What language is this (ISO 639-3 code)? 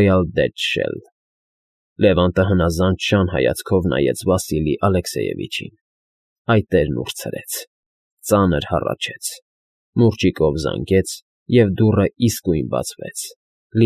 hye